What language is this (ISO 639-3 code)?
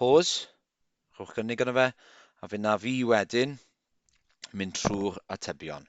cym